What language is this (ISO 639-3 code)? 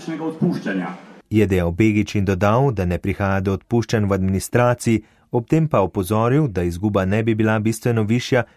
slv